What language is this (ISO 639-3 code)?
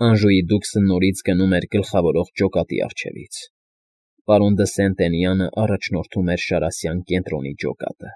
hye